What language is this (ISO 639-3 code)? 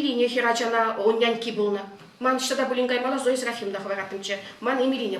chv